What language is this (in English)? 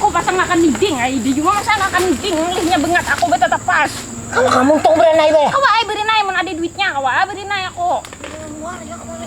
Banjar